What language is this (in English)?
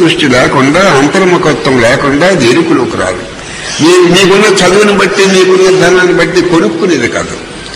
Telugu